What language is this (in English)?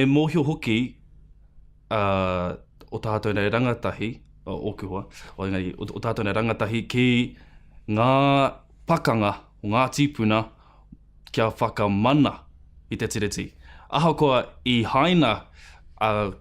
Māori